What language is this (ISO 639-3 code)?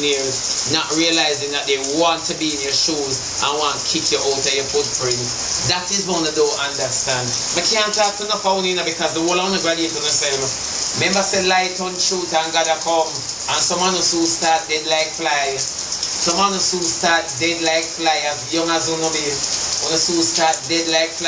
jam